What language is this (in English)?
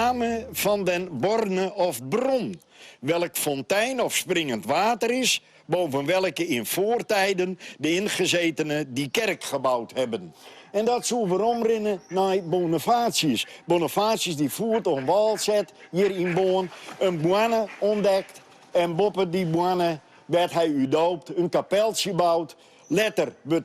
Western Frisian